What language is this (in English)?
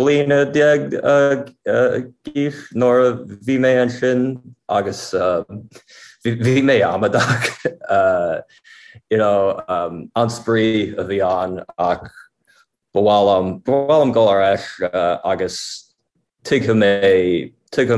Irish